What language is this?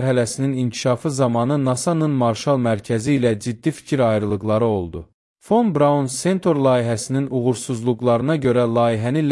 Azerbaijani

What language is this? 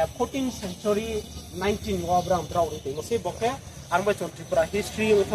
Riang (India)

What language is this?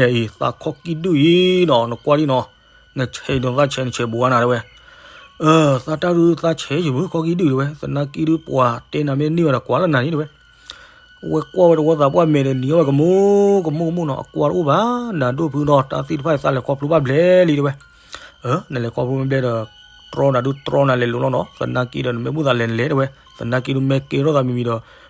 S'gaw Karen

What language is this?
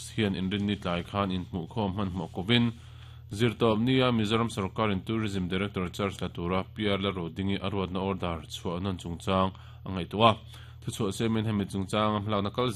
Mizo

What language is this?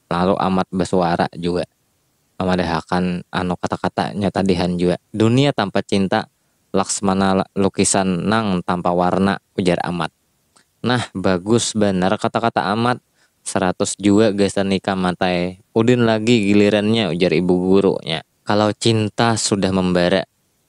Banjar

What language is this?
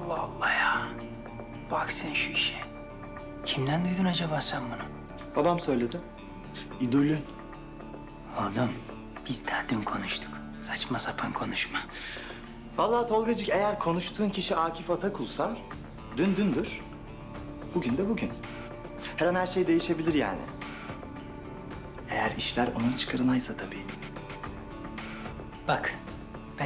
Turkish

